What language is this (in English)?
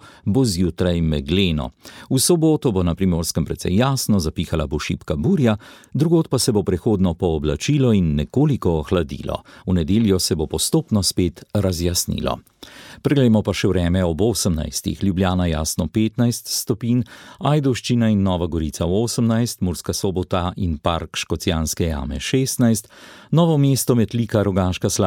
Slovenian